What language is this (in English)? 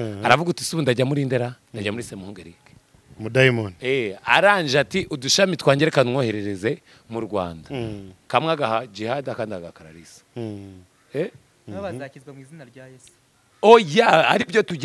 Kinyarwanda